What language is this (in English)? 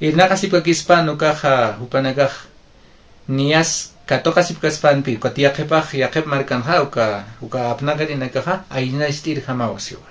Aymara